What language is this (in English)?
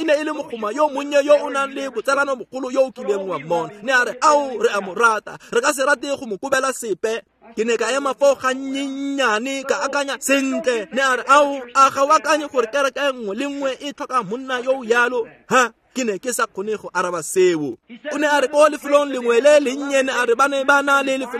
Tswana